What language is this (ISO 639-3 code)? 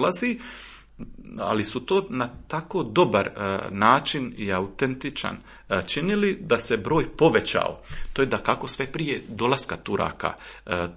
hrv